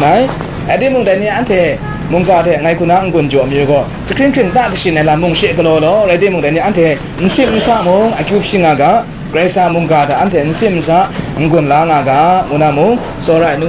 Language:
Kachin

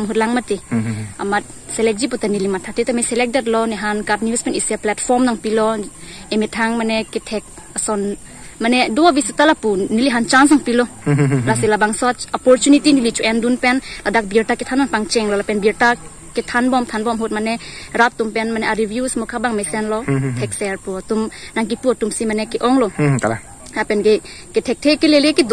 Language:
Karbi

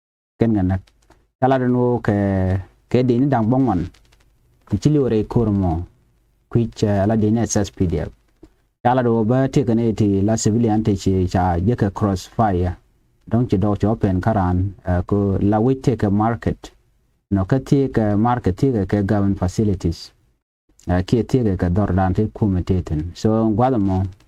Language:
Nuer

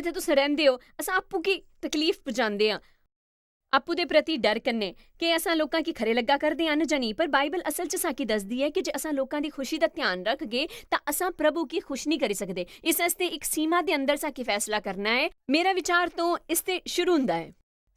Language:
Dogri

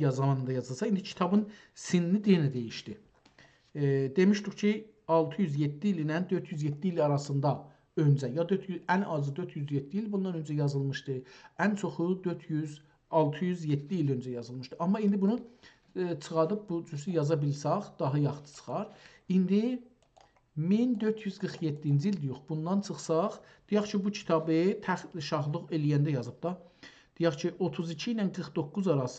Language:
South Azerbaijani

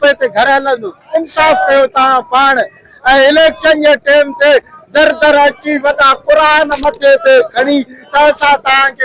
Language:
Sindhi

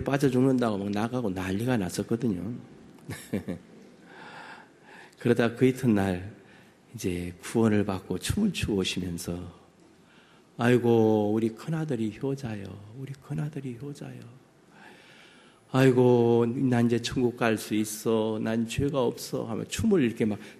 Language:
Korean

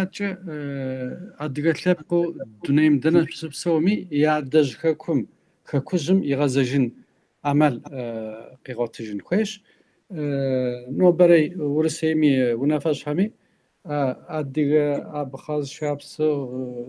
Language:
Kabardian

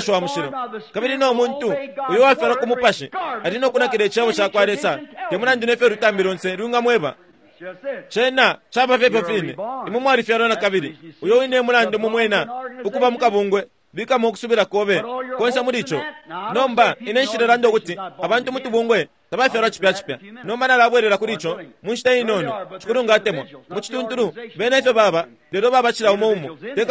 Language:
Bemba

